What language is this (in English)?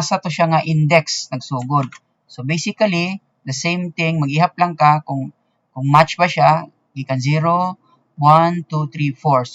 Cebuano